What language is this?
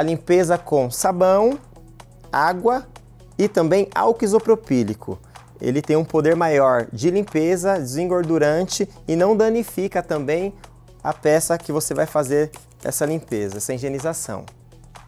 Portuguese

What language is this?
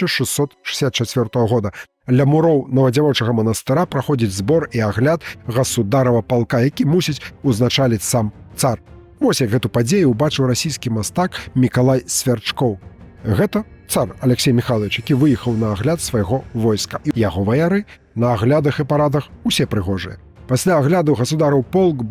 Belarusian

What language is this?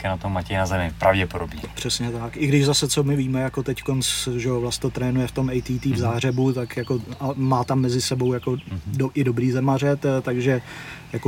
Czech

